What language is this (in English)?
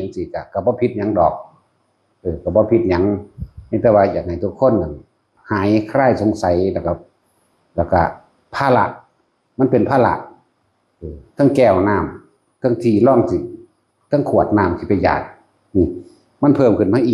Northeastern Thai